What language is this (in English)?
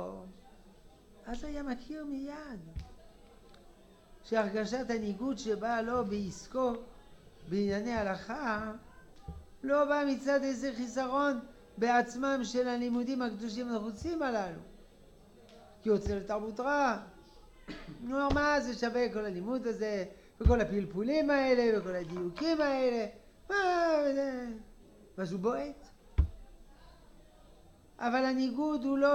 Hebrew